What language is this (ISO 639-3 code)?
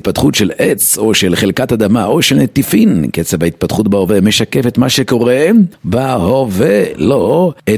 heb